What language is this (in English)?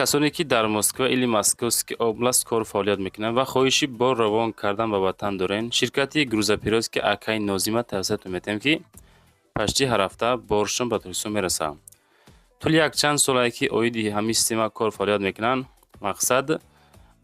Tajik